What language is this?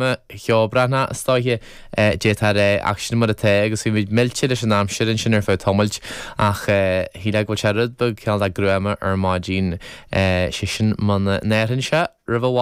Irish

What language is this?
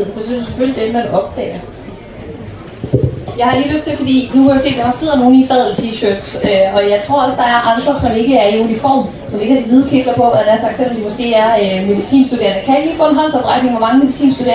Danish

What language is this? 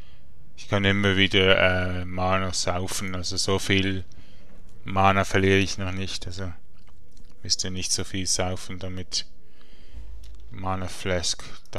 German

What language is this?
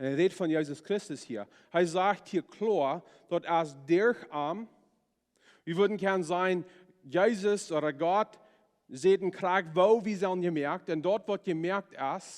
Plautdietsch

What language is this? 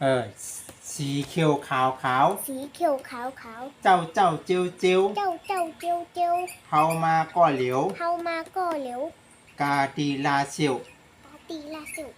Shan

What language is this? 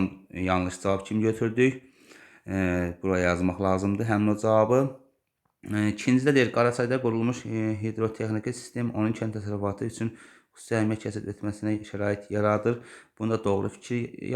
Azerbaijani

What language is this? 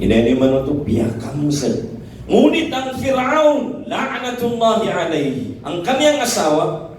Maranao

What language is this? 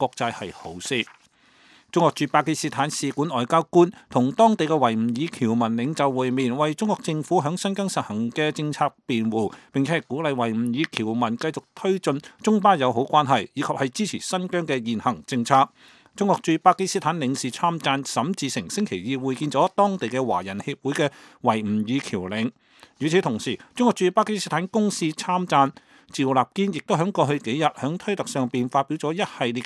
Cantonese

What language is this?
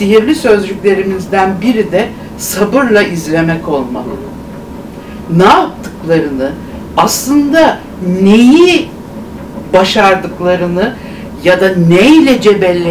Turkish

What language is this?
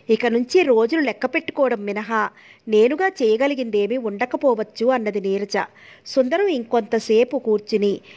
Telugu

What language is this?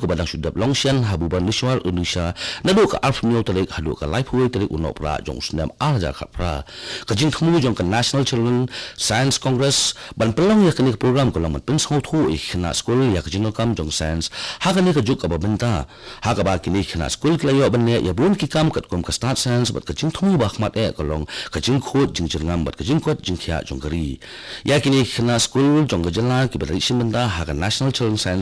Khasi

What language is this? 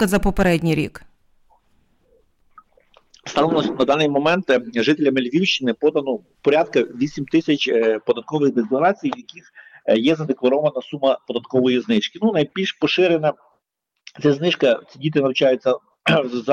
Ukrainian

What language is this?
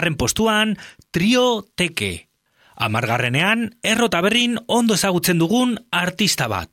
Basque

